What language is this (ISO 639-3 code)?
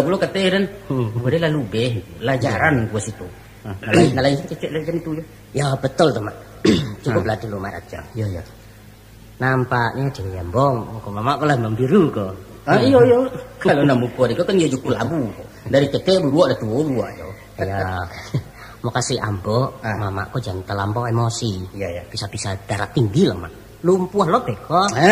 min